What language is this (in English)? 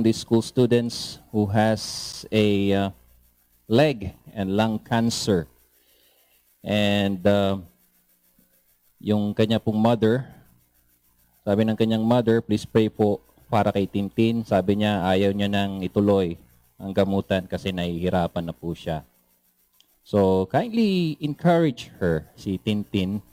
Filipino